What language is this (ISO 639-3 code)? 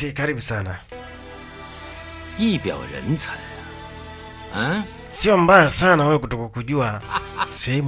swa